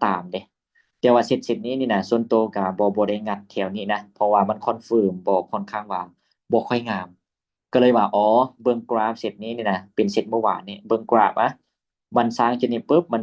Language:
Lao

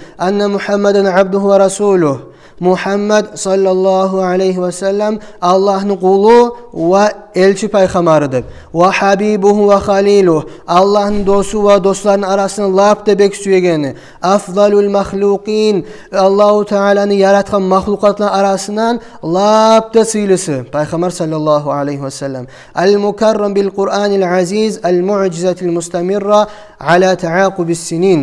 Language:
Kumyk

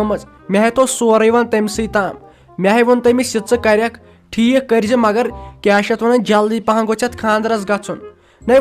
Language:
Kashmiri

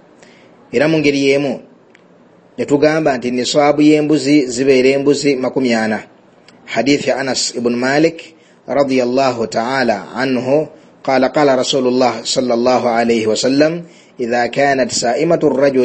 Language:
Ganda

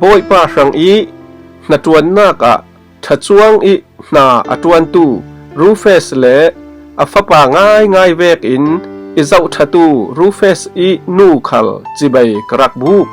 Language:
Falam Chin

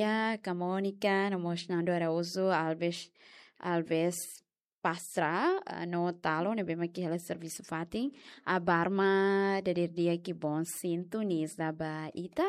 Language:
Tetum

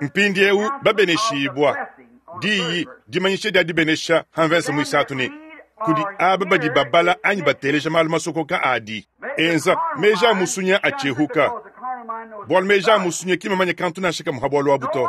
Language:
Luba-Lulua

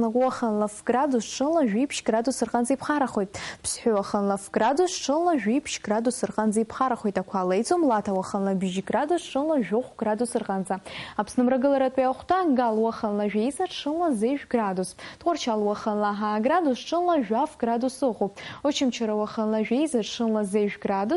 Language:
Abkhazian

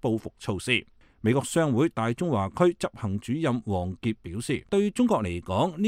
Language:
Cantonese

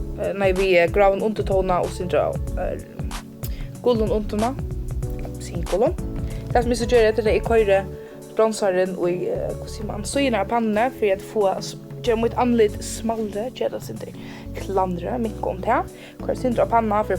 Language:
Faroese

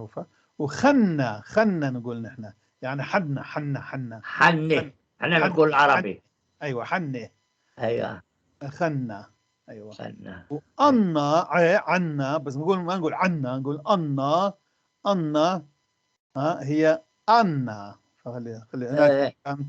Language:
North Levantine Arabic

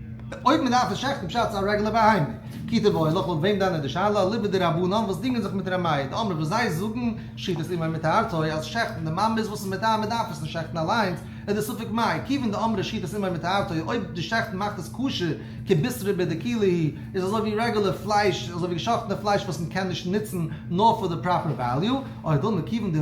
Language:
Yiddish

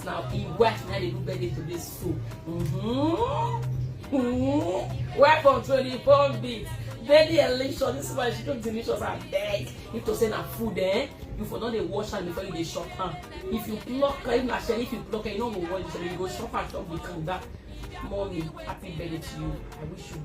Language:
Nigerian Pidgin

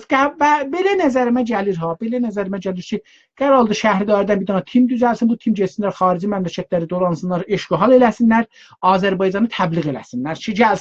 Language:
South Azerbaijani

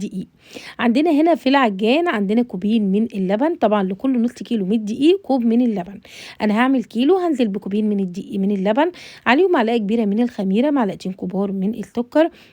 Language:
Egyptian Arabic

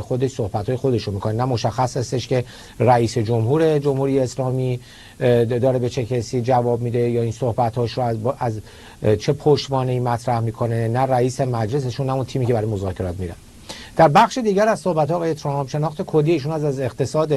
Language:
Persian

